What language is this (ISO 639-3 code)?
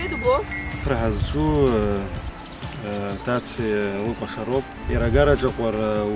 abk